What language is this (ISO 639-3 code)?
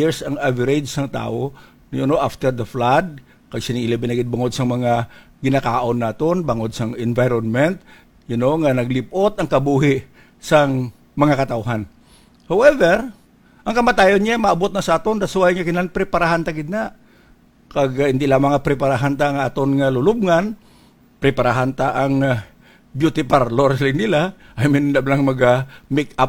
hil